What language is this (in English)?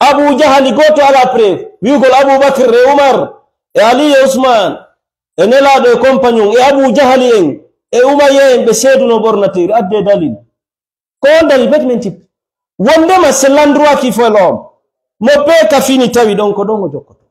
Fula